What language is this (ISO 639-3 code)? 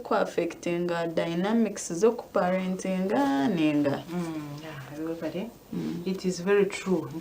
nyn